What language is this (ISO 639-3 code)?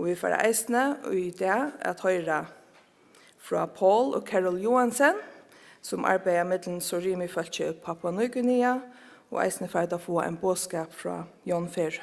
fao